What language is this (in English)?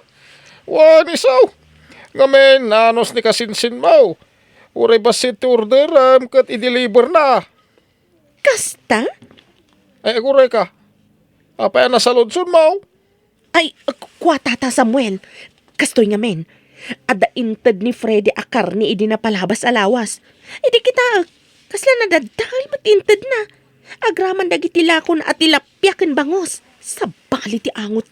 Iloko